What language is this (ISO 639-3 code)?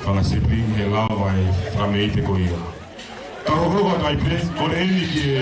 ton